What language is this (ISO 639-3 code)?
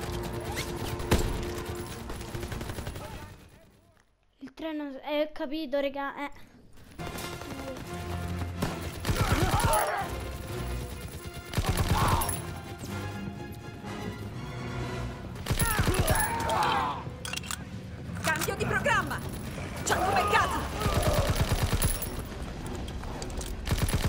ita